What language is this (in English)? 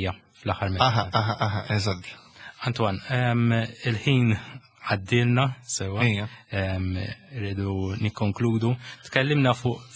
Maltese